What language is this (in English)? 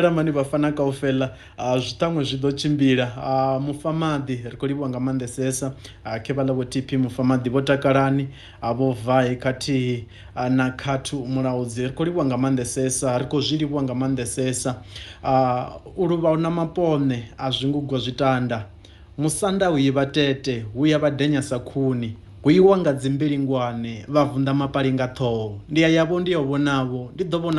Venda